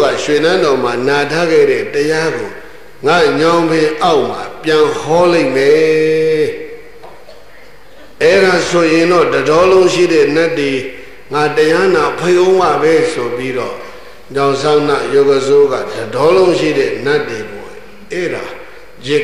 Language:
Burmese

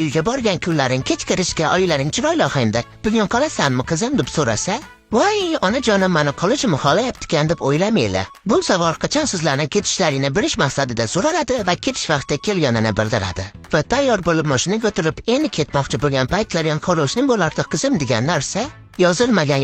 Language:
Uzbek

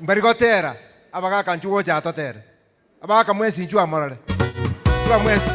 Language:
Gusii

